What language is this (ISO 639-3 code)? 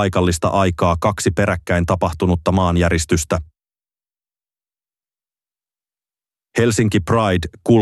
fin